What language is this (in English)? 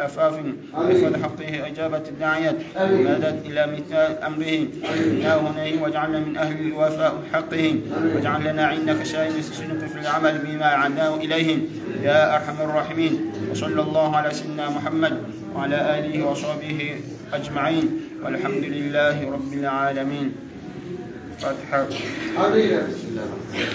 Arabic